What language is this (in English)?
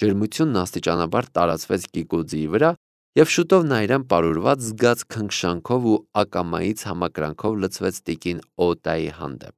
Armenian